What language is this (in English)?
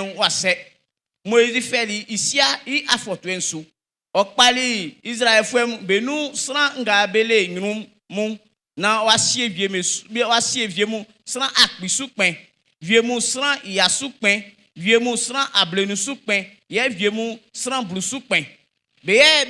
Baoulé